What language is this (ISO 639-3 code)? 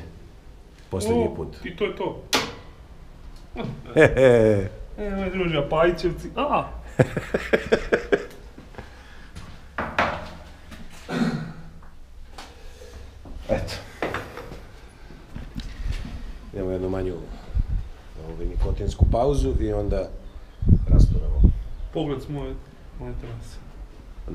srp